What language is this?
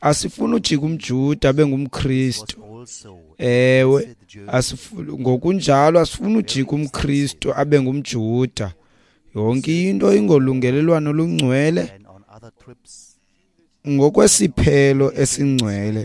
Xhosa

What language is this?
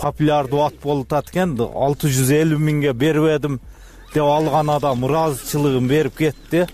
Kyrgyz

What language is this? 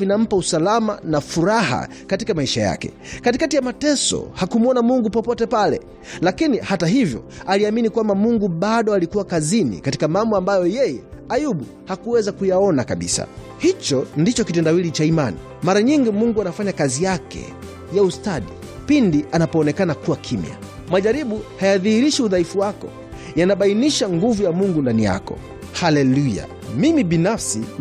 Swahili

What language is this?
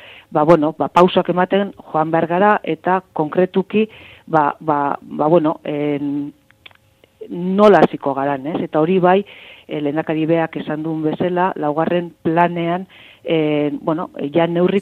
Basque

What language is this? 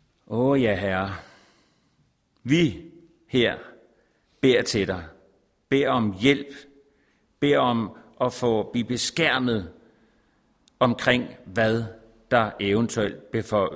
Danish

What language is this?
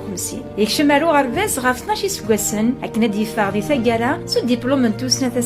Kabyle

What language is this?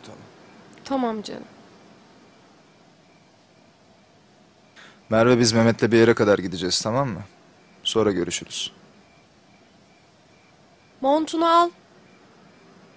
Turkish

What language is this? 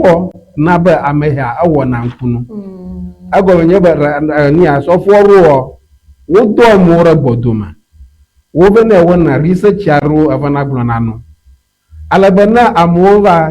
Ewe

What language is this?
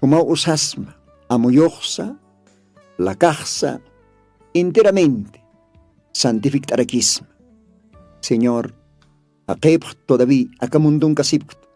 Aymara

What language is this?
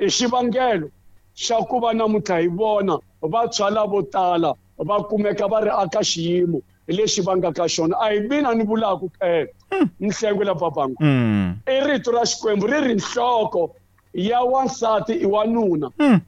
Tsonga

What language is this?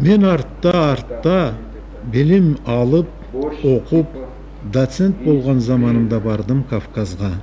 Karachay-Balkar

